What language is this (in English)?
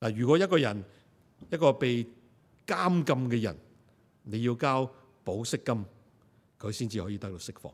Cantonese